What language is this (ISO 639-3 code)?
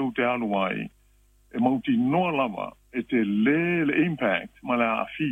smo